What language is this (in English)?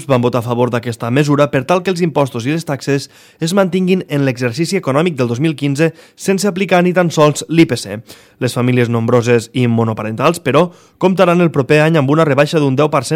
Catalan